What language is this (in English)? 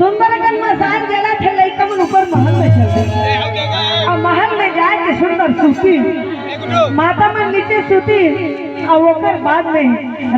Chhattisgarhi